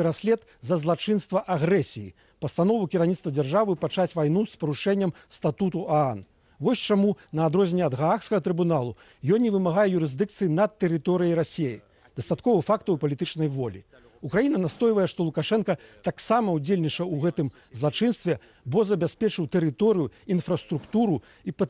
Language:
Belarusian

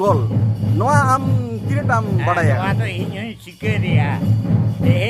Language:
Santali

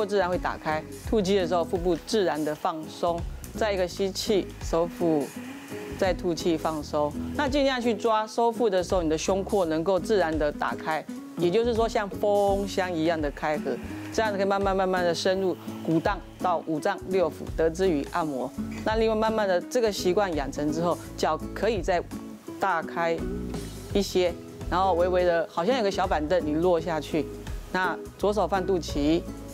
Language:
Chinese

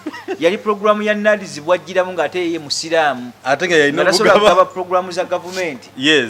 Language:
Ganda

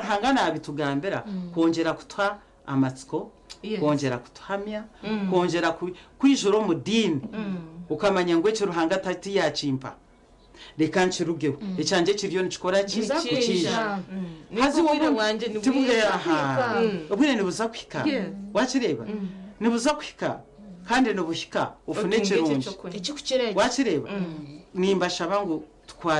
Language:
Nyankole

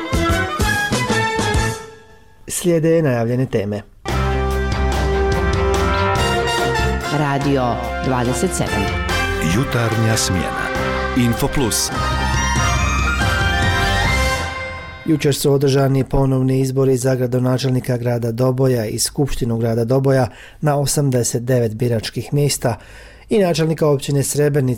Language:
Bosnian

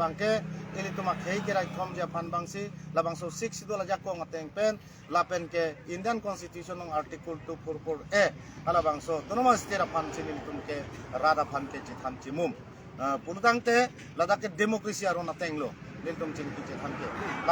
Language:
Karbi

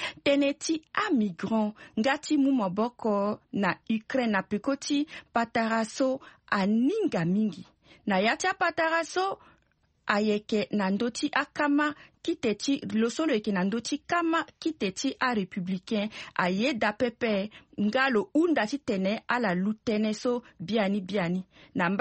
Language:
Sango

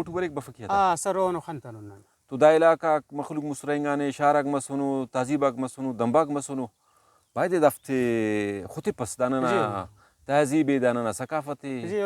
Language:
Brahui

